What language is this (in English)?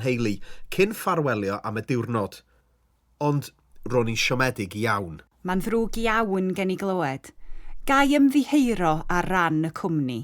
Welsh